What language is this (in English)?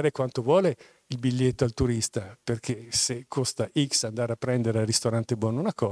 Italian